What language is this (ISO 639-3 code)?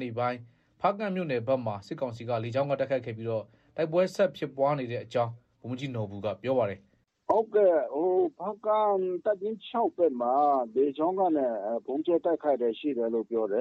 mya